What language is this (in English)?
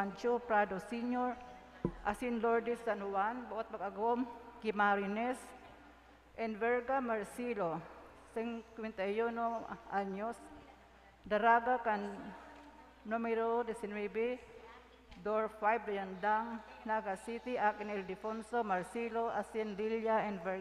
Bikol